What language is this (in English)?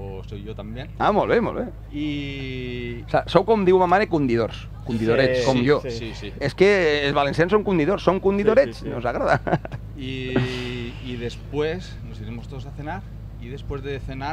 Catalan